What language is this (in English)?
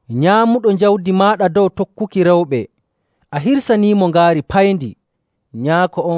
Nigerian Fulfulde